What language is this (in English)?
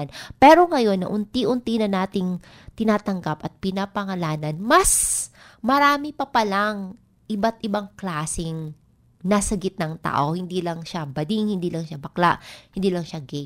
Filipino